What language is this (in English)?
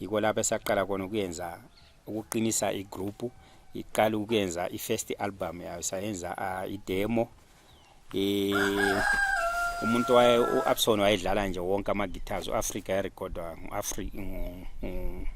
Zulu